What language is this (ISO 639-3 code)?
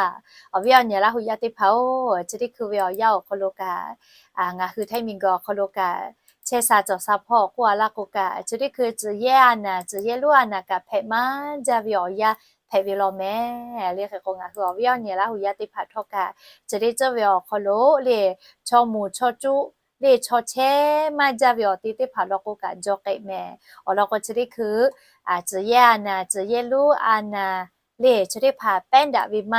lhu